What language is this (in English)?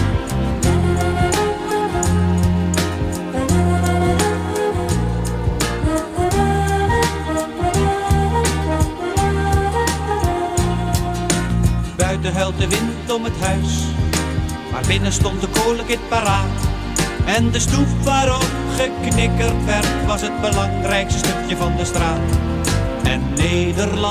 Dutch